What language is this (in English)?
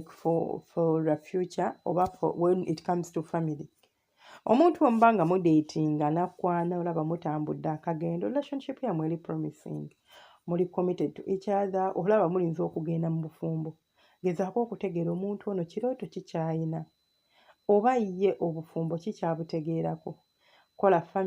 Ganda